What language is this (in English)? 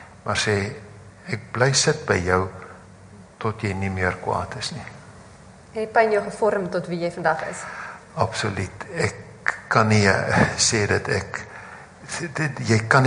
Afrikaans